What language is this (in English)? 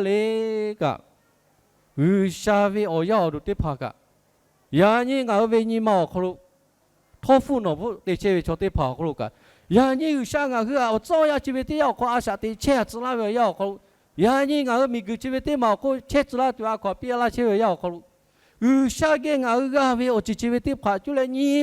Lahu